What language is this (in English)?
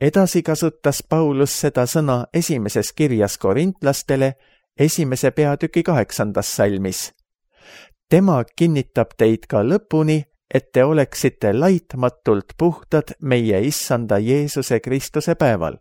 Estonian